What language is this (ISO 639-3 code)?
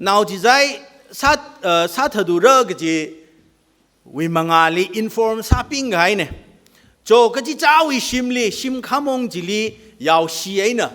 nmf